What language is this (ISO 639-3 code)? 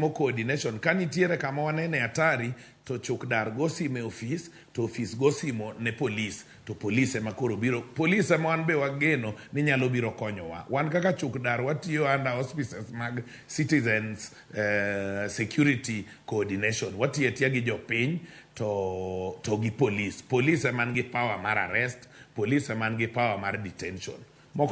luo